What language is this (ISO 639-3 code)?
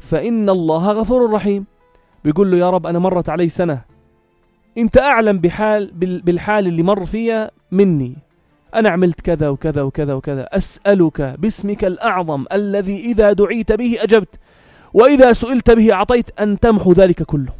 apc